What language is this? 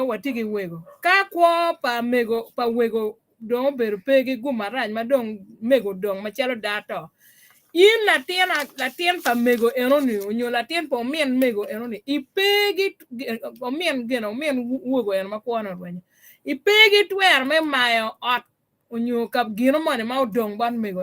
Acoli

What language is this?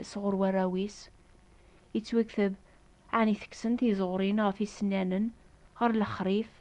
Kabyle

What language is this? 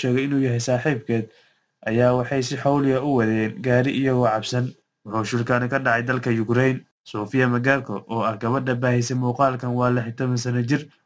Somali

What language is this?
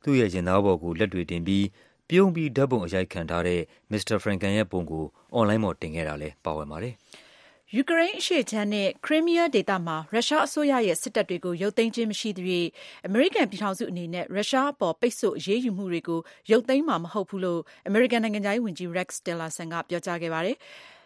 Burmese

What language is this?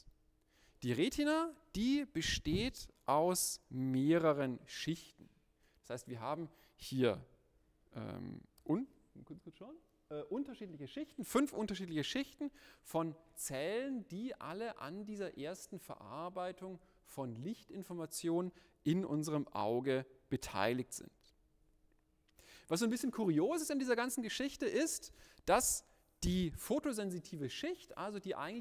German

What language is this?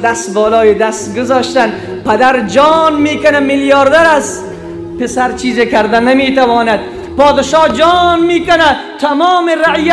Persian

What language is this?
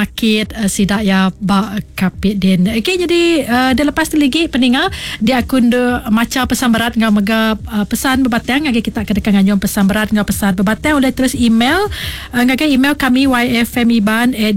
Iban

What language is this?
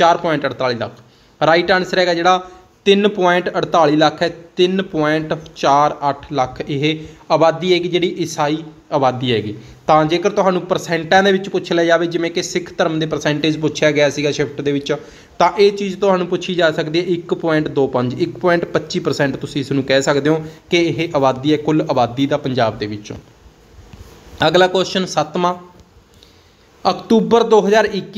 Punjabi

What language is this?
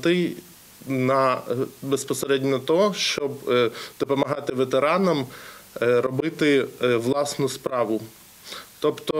Ukrainian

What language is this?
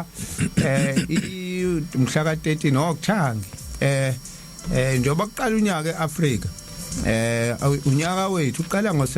Zulu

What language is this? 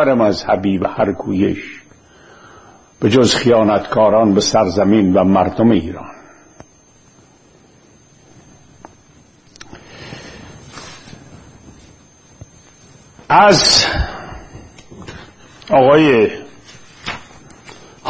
Persian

